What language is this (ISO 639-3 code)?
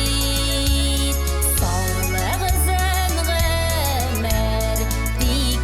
tat